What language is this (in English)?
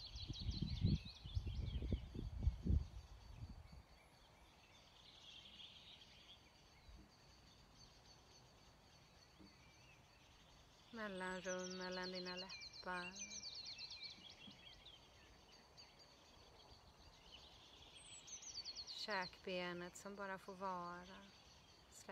Swedish